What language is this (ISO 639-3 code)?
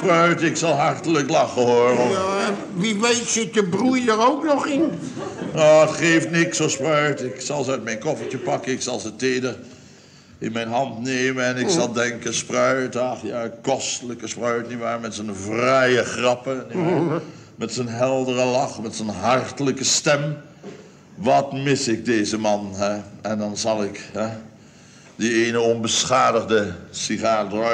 nld